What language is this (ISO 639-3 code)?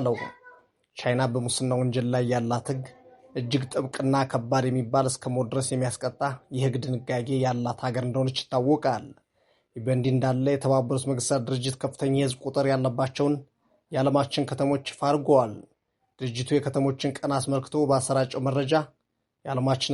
amh